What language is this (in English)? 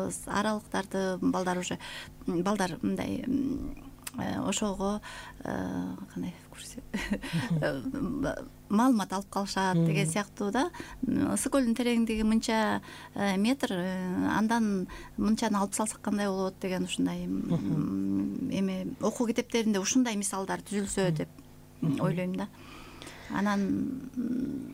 Kyrgyz